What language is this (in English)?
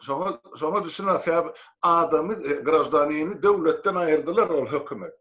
Turkmen